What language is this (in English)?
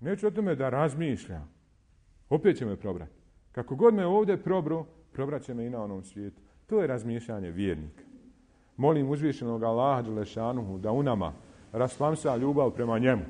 Bosnian